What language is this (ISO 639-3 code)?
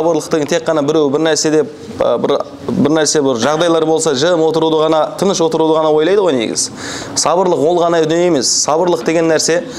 kaz